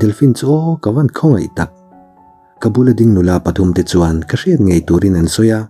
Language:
Mizo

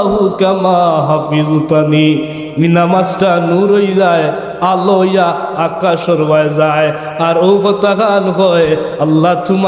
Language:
Sylheti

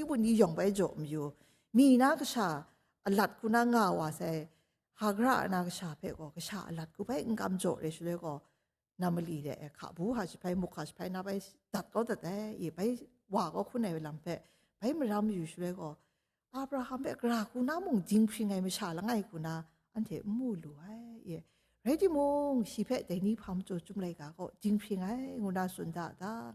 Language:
Kachin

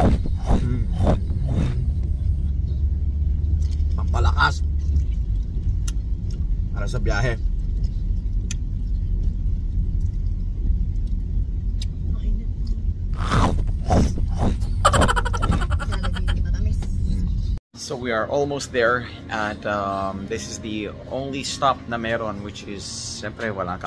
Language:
Filipino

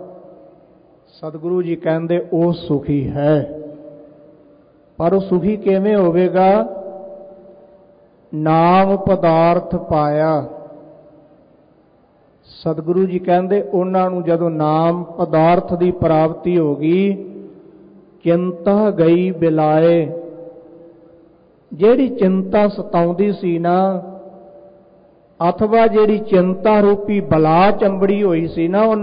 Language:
Punjabi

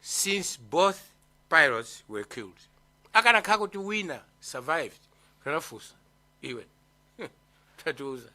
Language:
Nyanja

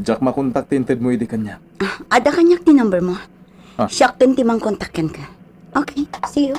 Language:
Iloko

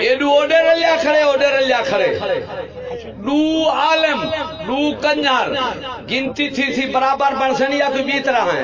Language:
Saraiki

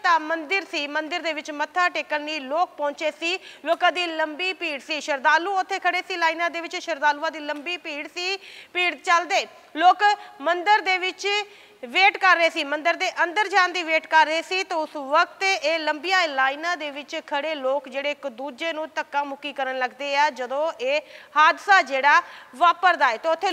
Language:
Punjabi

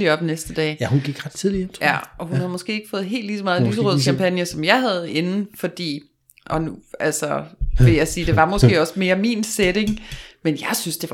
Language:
Danish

